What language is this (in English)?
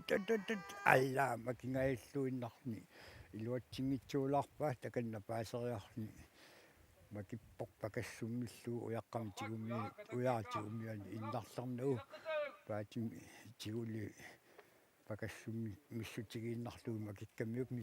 Kalaallisut